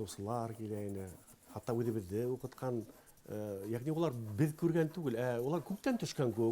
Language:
Bashkir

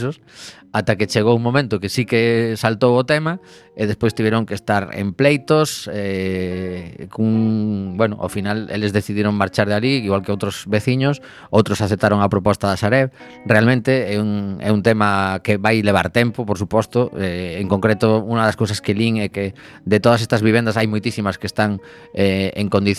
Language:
Galician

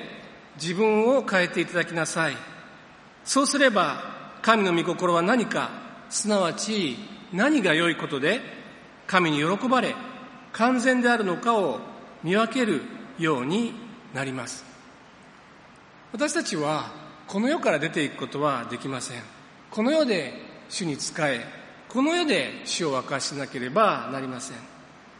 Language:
Japanese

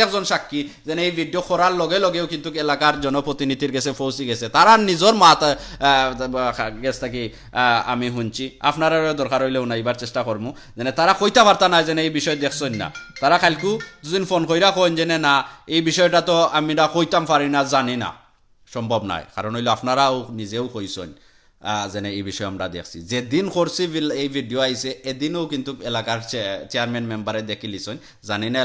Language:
Sylheti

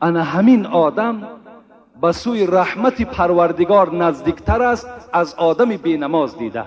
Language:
Tajik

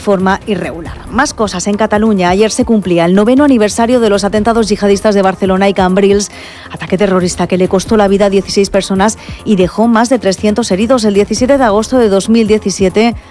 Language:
Spanish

